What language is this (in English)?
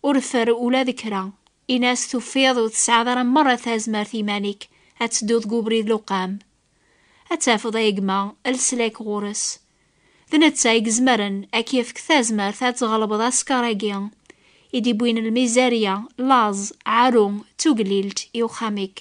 Kabyle